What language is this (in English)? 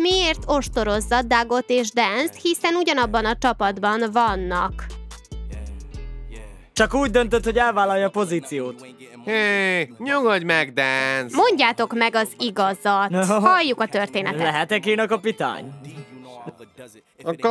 Hungarian